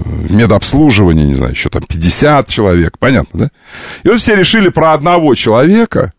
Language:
Russian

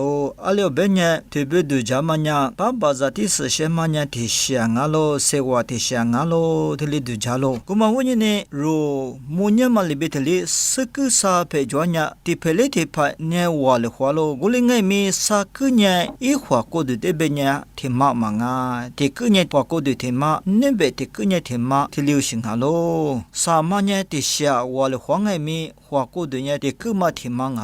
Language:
Lisu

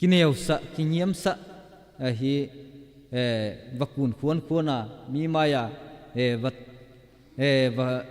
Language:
Tedim Chin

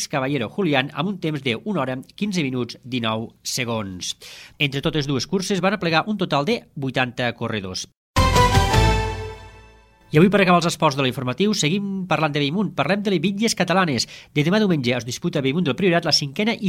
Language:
Catalan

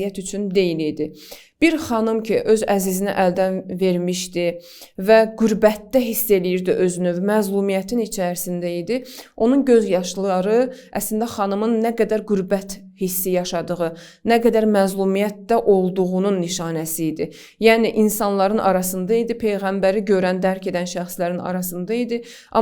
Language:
Azerbaijani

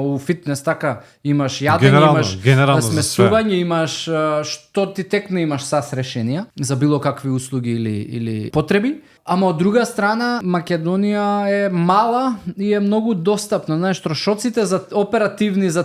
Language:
Macedonian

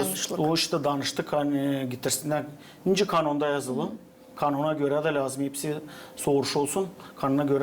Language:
Gagauz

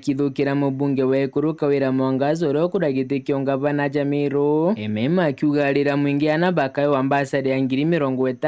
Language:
Meru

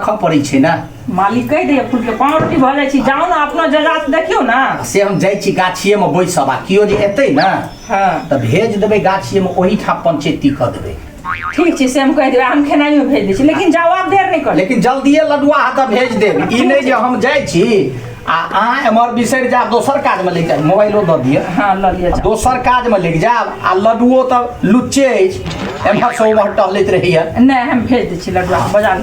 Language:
Maithili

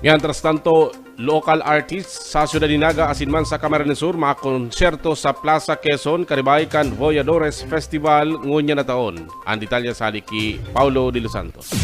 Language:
Bikol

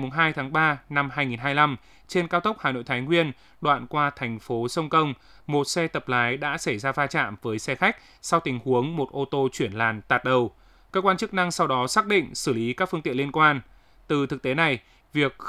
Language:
Vietnamese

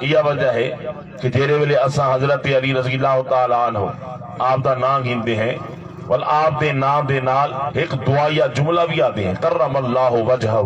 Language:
Saraiki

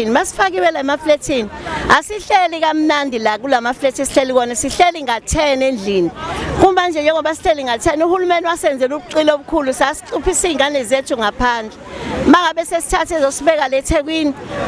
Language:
Zulu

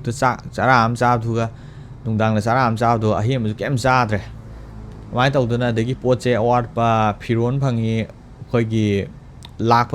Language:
Manipuri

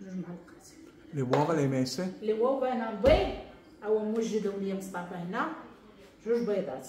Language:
Moroccan Arabic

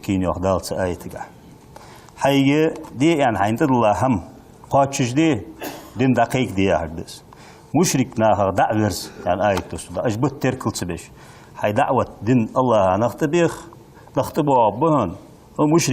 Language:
Ingush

